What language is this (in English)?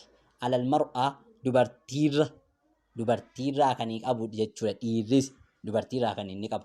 Oromo